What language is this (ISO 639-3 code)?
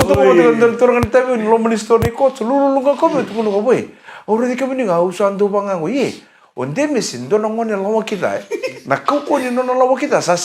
fij